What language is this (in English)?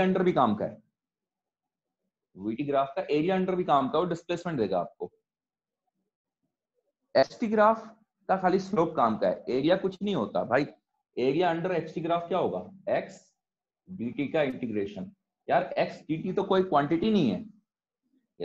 Hindi